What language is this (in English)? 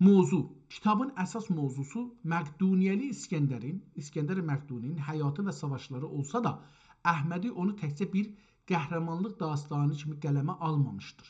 South Azerbaijani